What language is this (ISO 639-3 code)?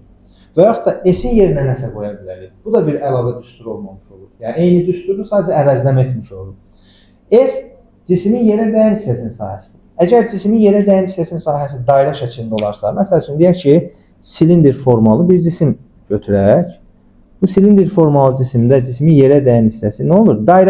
aze